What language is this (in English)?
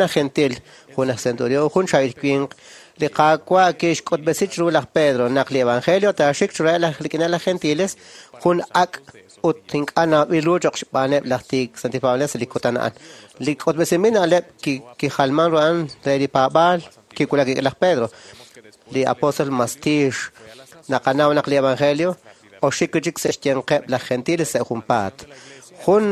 Kekchí